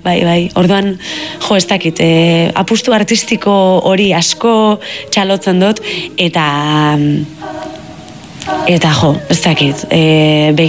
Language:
Basque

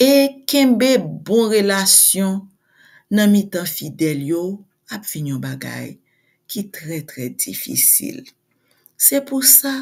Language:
Haitian Creole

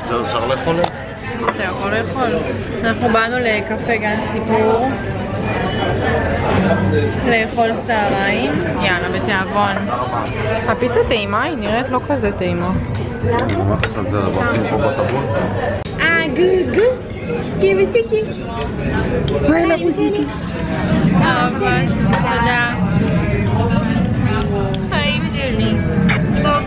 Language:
Hebrew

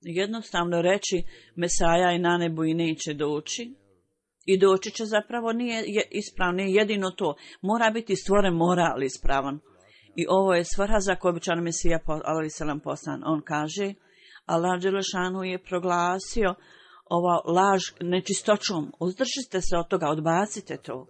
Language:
Bosnian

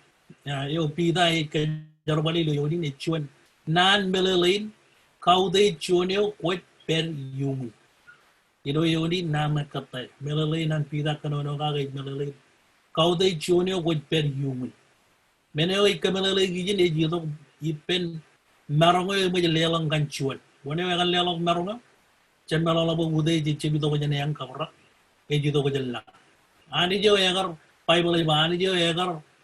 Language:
Marshallese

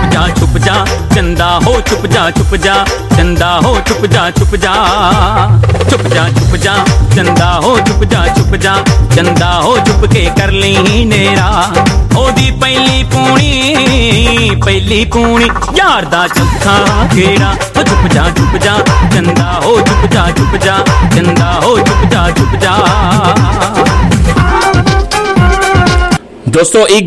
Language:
Punjabi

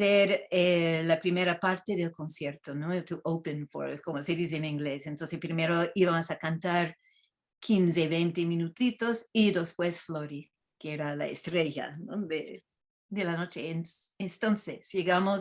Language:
Ladino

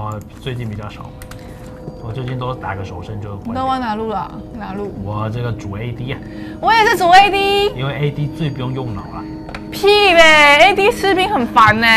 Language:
Chinese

